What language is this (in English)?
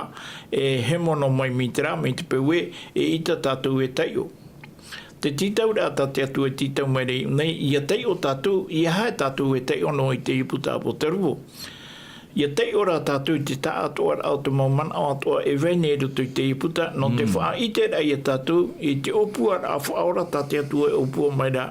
Tahitian